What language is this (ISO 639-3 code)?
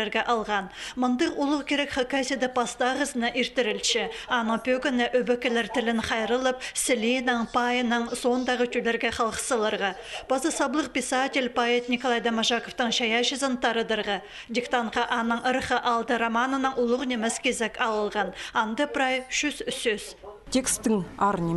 kjh